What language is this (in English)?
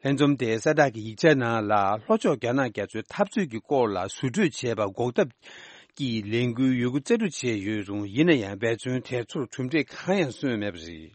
Tibetan